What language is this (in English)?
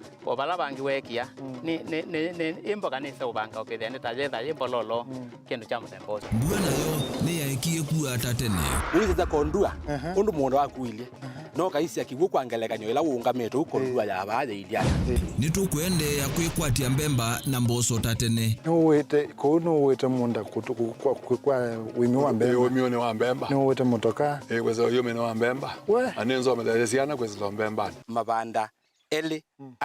Kamba